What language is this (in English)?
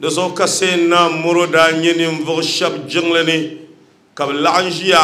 Dagbani